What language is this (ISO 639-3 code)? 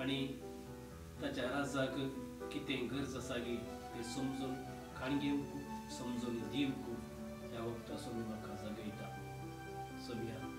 kok